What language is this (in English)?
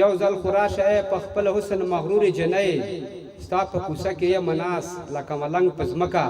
Pashto